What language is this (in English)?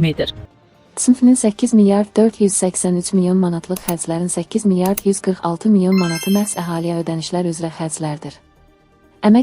Azerbaijani